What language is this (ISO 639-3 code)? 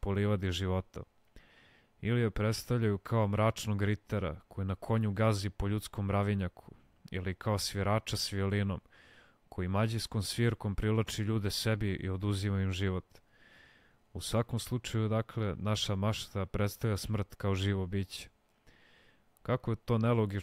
srp